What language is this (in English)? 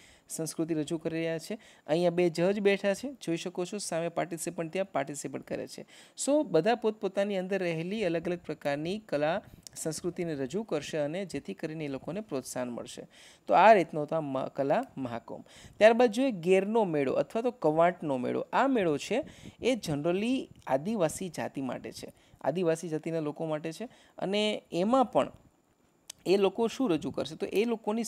Gujarati